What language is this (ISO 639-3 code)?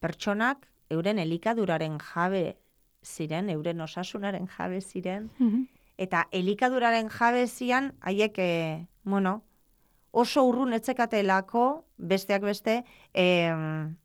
eus